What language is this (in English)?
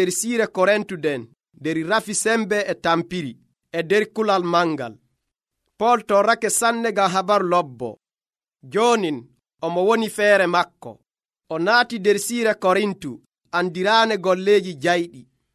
Nigerian Fulfulde